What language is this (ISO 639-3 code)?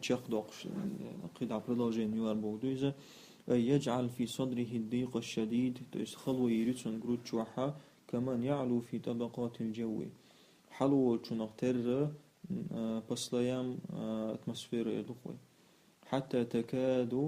che